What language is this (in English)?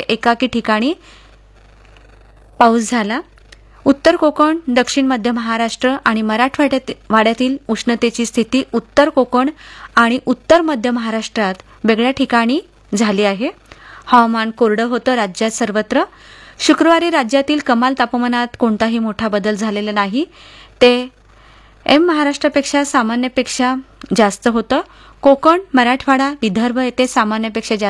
Marathi